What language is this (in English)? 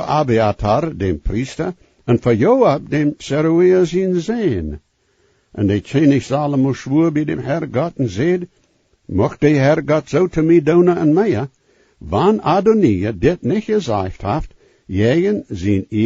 Plautdietsch